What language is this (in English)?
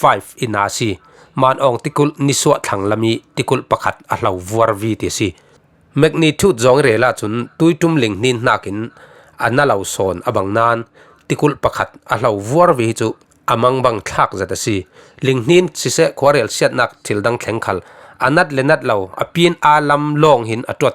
Falam Chin